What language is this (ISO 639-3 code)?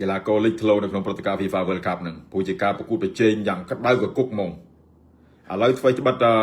khm